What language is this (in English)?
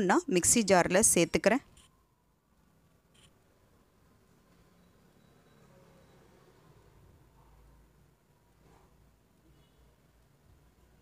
Tamil